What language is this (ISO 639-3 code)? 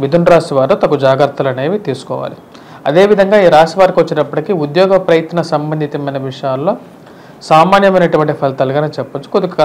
tel